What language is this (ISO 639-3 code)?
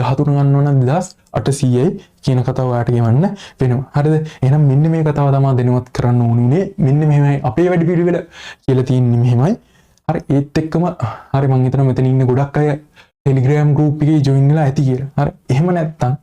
sin